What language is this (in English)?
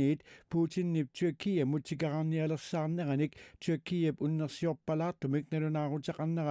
Kalaallisut